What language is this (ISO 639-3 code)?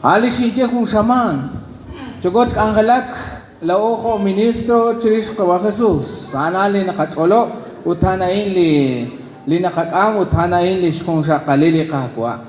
kek